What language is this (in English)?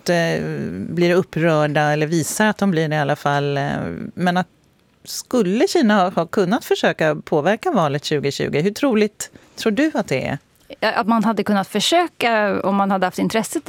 Swedish